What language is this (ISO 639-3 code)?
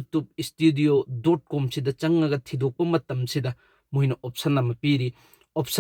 mni